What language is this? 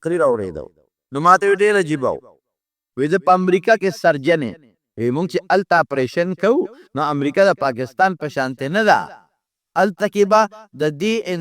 Pashto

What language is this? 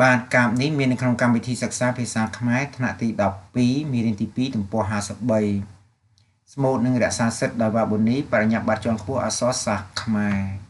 Khmer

